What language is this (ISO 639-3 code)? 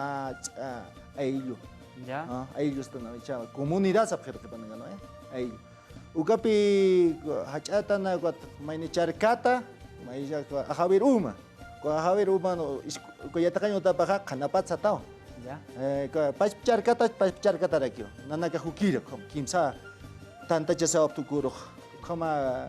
aym